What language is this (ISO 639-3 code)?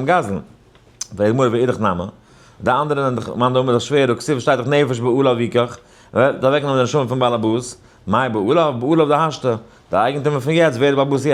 yid